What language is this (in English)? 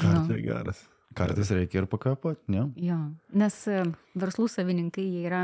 Lithuanian